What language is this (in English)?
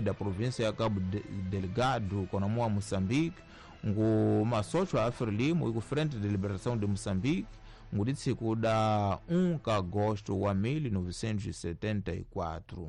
Tsonga